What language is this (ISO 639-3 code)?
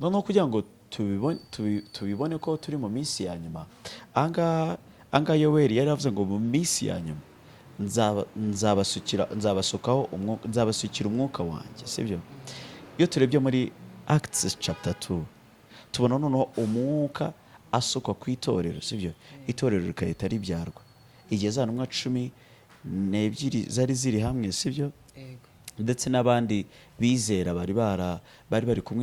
kin